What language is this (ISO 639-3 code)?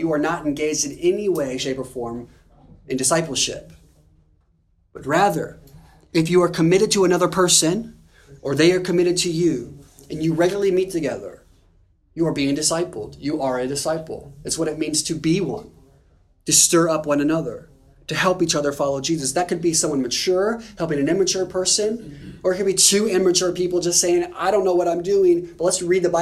eng